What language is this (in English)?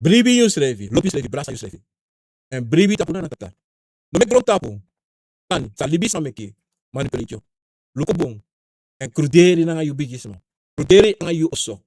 Sranan Tongo